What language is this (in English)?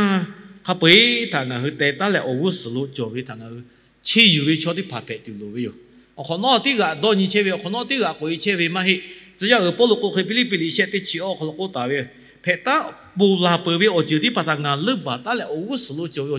Lahu